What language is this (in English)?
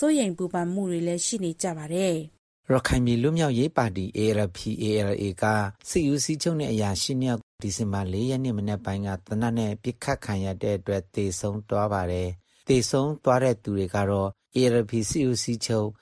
Burmese